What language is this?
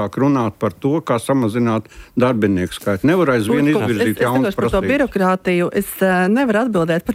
Latvian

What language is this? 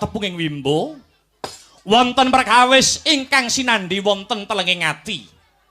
Javanese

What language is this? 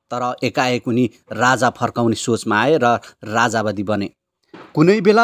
Nepali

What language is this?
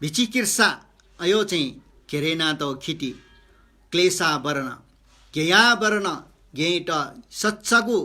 Newari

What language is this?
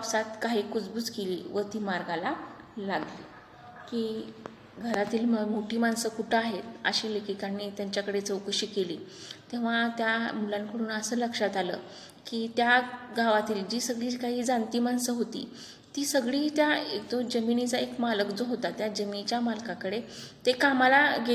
Marathi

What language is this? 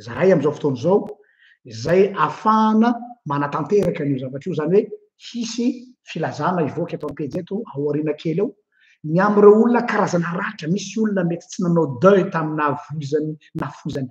Malagasy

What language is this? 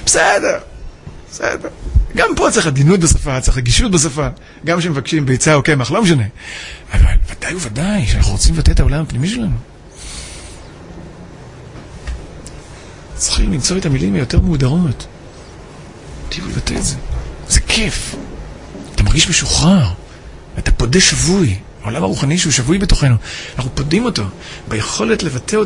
Hebrew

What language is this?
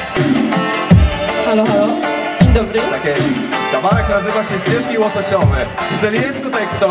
Polish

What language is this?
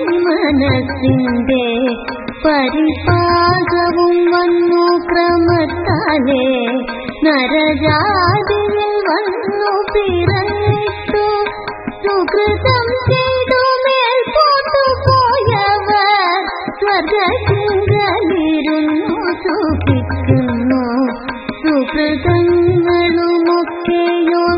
Malayalam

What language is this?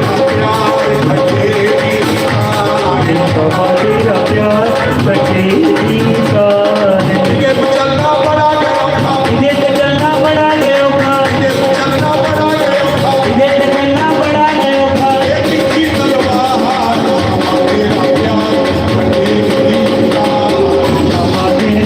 Dogri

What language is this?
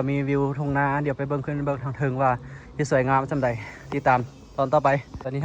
Lao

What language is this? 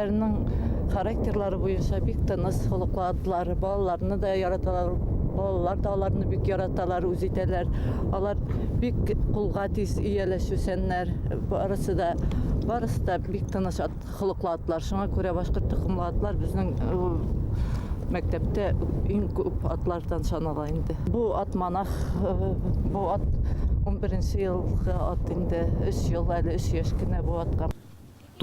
Bashkir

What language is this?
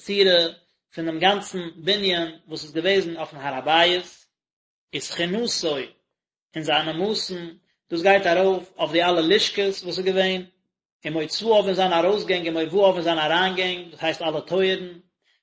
Yiddish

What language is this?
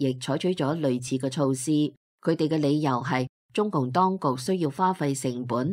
Cantonese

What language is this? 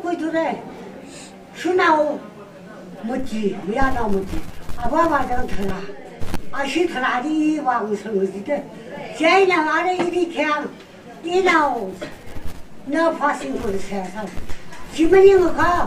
Tangkhul Naga (India)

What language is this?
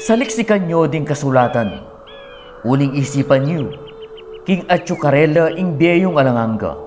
Pampanga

